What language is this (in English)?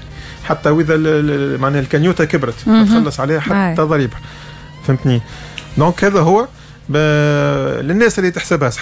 Tunisian Arabic